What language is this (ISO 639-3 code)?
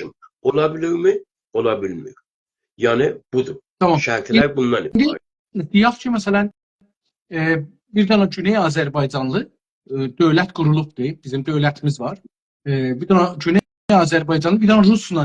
azb